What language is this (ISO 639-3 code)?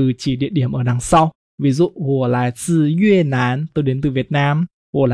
vie